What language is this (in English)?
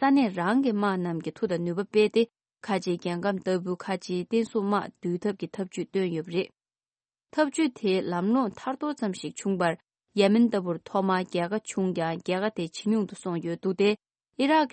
Tibetan